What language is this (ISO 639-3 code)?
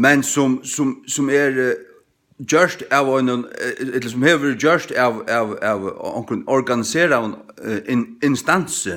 fao